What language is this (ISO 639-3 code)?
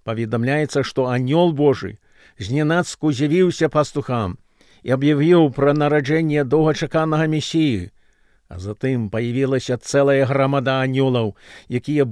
bel